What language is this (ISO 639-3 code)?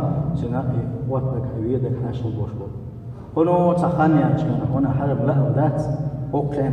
che